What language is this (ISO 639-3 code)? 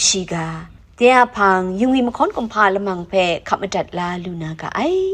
kac